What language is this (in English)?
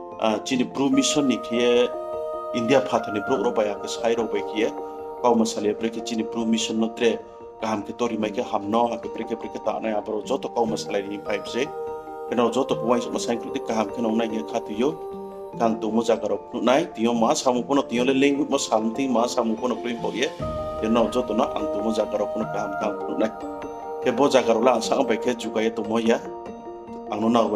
Riang (India)